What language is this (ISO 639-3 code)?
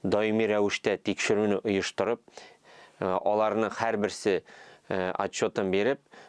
tat